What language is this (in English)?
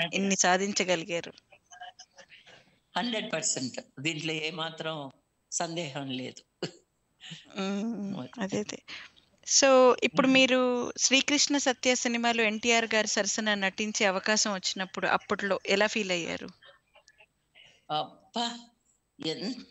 Telugu